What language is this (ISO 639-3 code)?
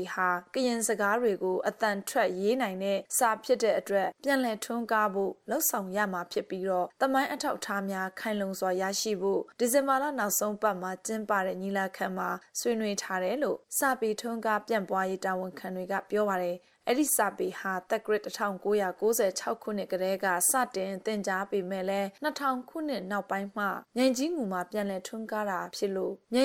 mya